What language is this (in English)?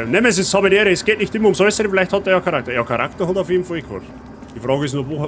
Bavarian